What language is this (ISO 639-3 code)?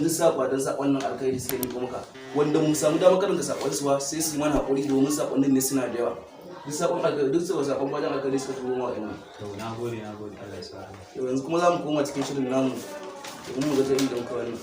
hau